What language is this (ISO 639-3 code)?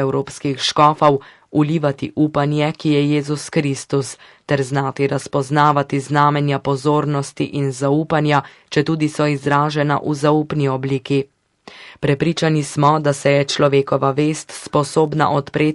slv